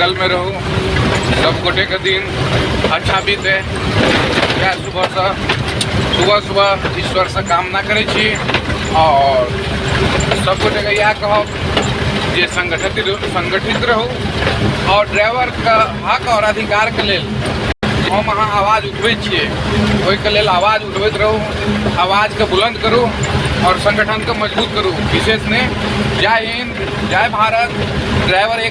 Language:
Maithili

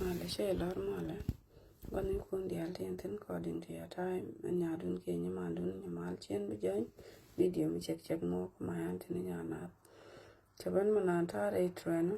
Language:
Nuer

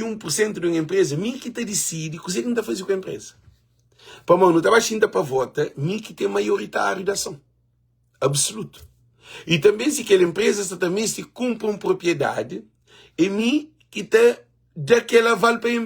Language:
Kabuverdianu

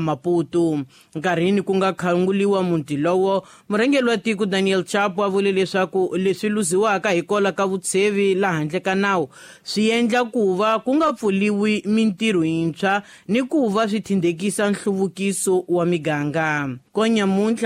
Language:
Tsonga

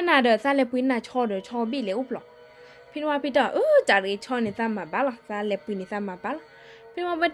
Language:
S'gaw Karen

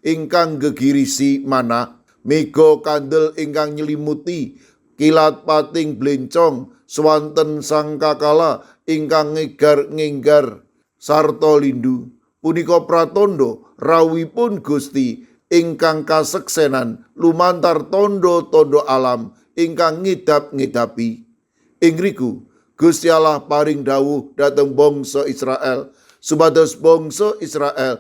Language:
Javanese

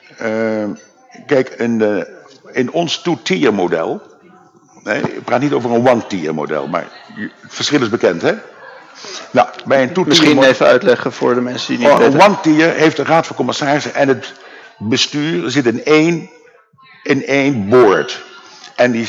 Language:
Dutch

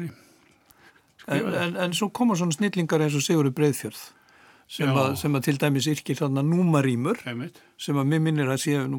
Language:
Icelandic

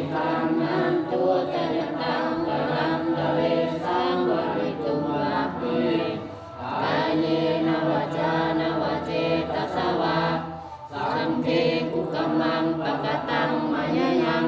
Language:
Pali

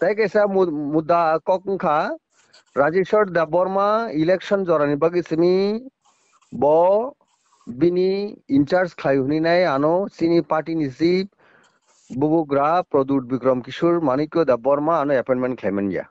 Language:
Kok Borok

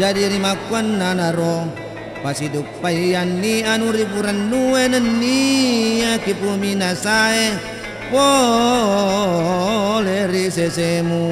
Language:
Buginese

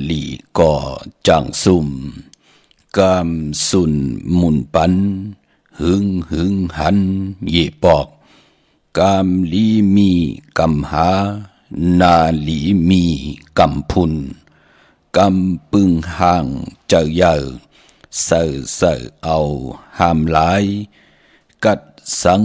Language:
Shan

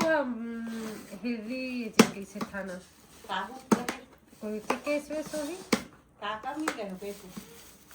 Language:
Chhattisgarhi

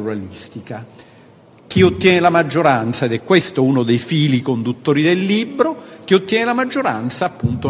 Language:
Italian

